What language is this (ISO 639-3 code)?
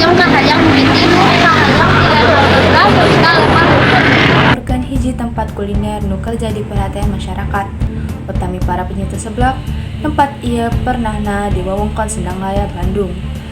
sun